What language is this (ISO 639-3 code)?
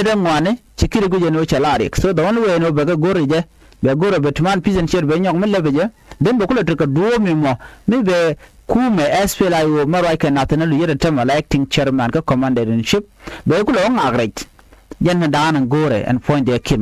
nus